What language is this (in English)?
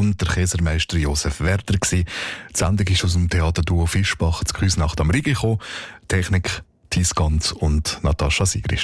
Swiss German